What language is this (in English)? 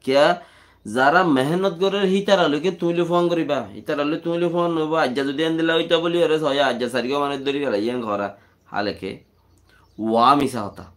Rohingya